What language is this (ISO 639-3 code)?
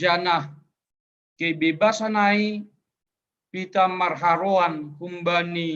bts